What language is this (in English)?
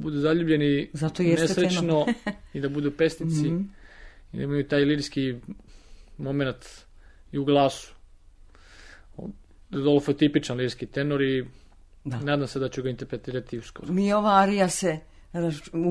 Serbian